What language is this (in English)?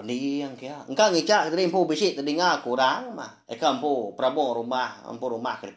Iban